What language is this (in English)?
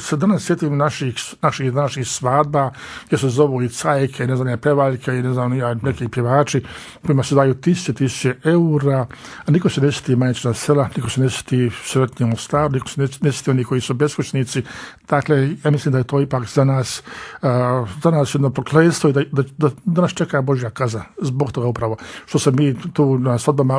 Croatian